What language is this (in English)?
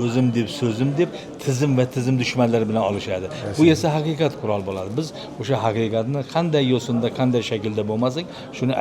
Uzbek